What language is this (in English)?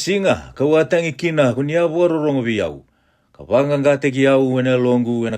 Fijian